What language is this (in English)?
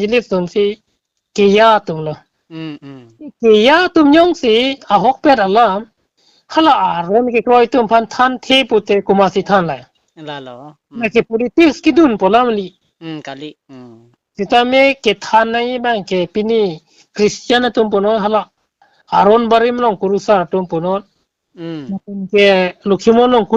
Karbi